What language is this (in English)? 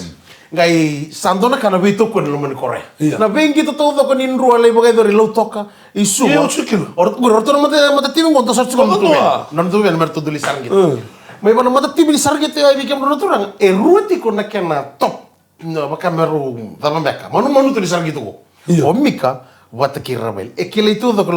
Fijian